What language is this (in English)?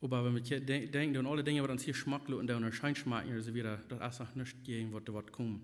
Plautdietsch